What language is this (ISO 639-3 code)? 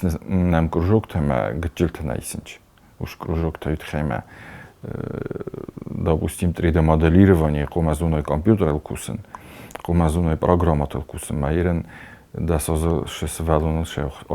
oss